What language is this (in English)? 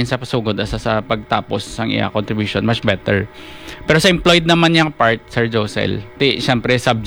Hiligaynon